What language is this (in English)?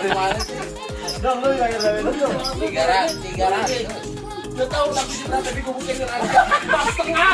Betawi